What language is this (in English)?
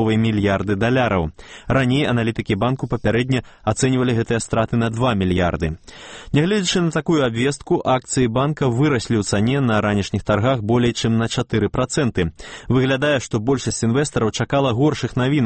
Belarusian